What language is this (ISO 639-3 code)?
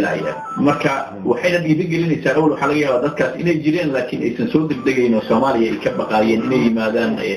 som